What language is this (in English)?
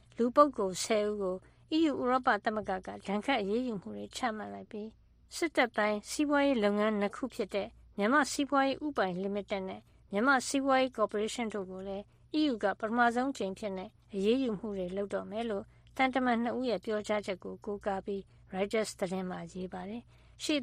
Burmese